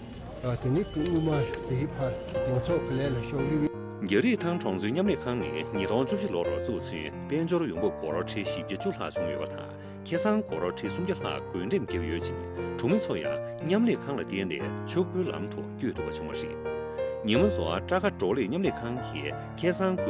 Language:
Tibetan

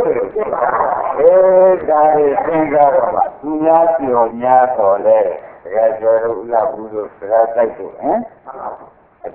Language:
Burmese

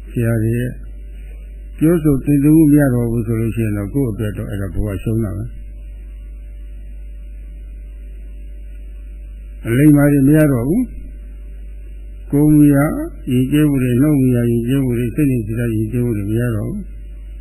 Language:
Burmese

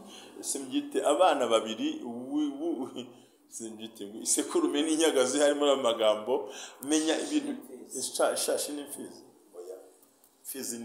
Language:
Kinyarwanda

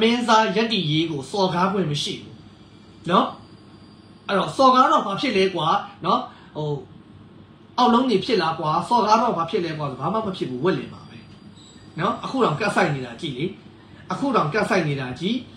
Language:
Burmese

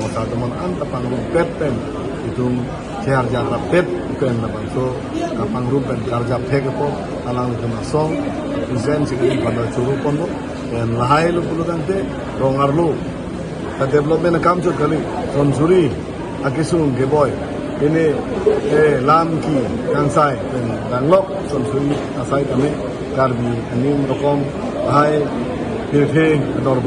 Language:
Karbi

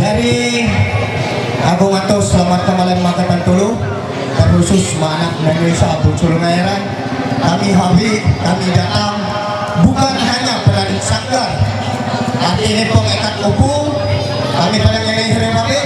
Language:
Ma'anyan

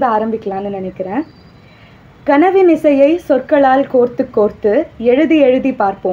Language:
Tamil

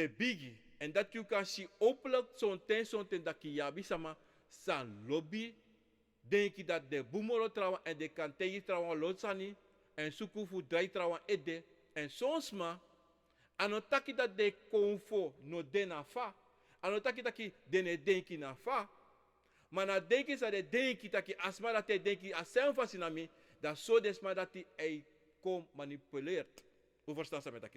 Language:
Sranan Tongo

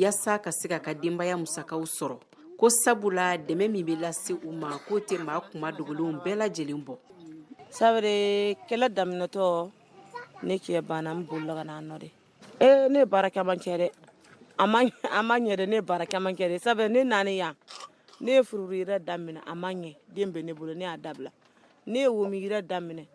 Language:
Bambara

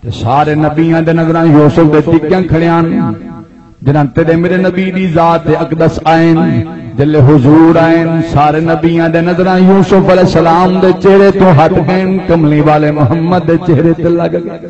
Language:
Saraiki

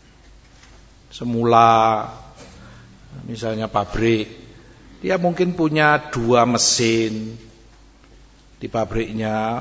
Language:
Indonesian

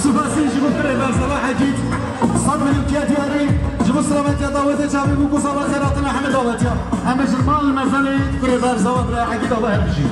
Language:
Kurdish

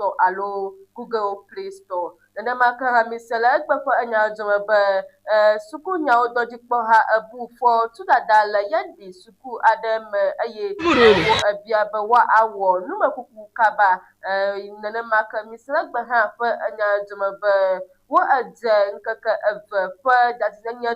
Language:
Ewe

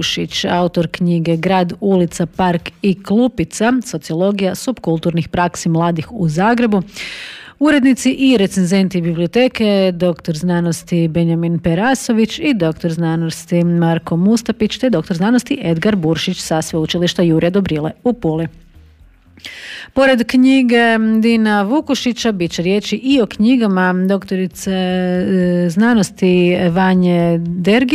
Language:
Croatian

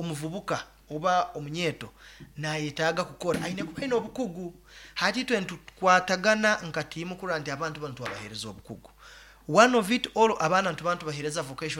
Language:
Nyoro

